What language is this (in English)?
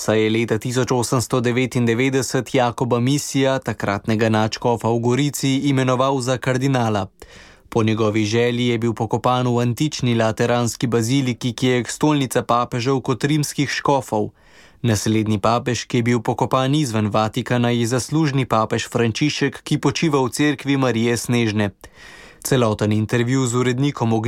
Slovenian